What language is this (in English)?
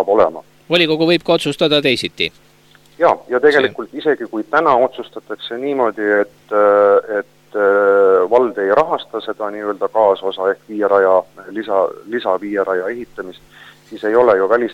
Estonian